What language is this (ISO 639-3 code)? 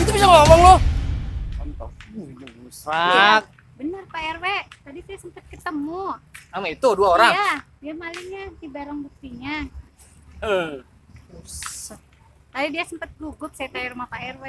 bew